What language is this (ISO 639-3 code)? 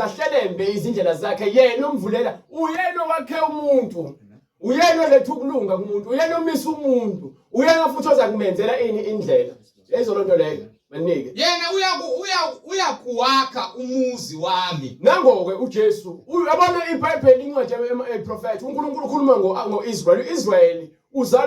zul